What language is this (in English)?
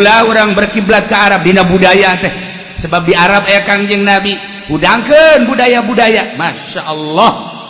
Sundanese